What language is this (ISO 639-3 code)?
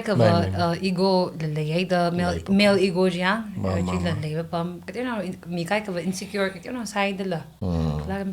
nmf